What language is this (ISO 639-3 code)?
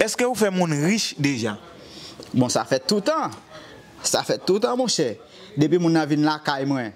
hat